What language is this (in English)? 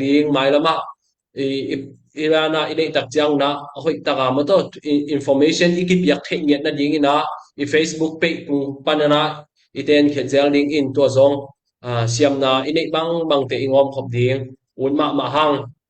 Tedim Chin